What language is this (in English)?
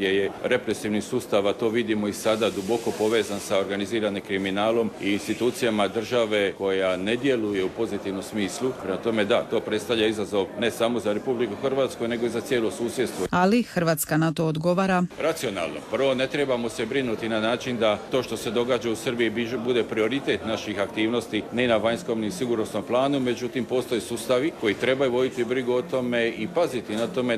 Croatian